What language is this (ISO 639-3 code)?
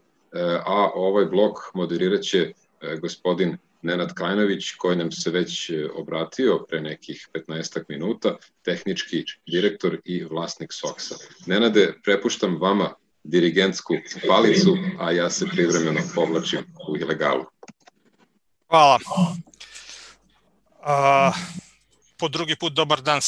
srp